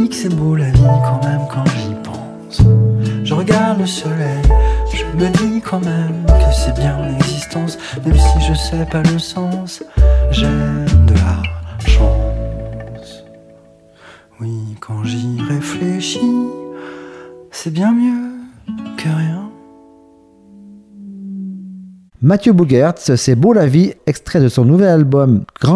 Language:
French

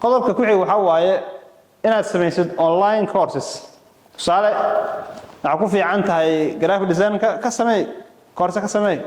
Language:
Somali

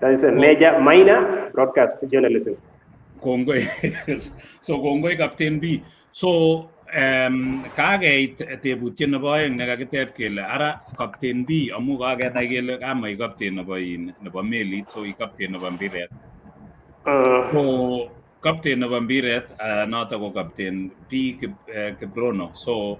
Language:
Kalenjin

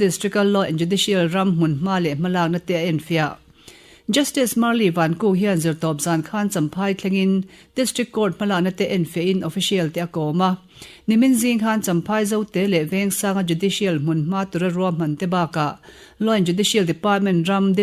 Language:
Mizo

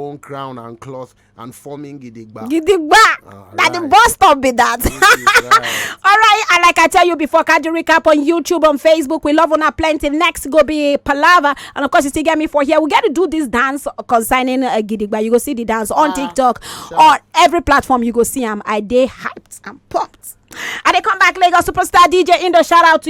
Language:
Nigerian Pidgin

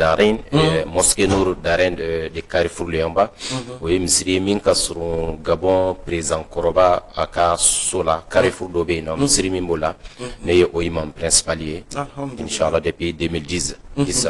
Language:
Bambara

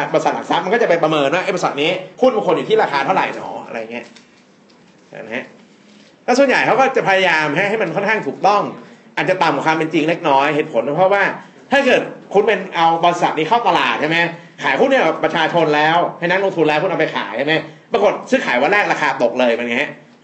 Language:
Thai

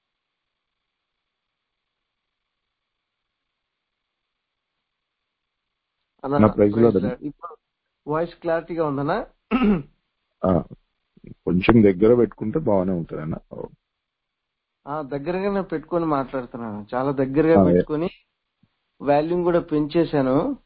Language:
Telugu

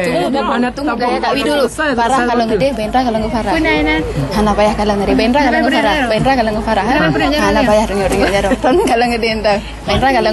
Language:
Achinese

